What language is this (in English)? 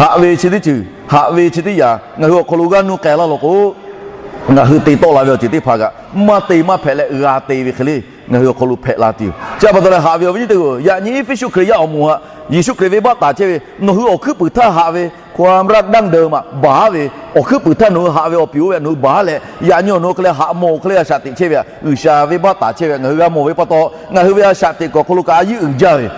Lahu